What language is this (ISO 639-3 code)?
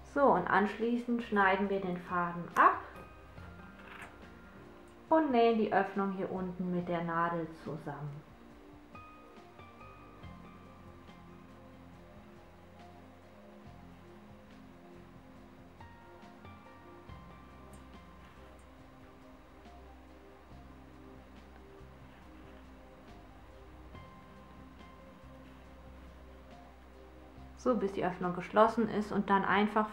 deu